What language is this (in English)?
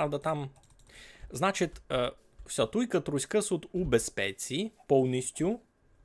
Rusyn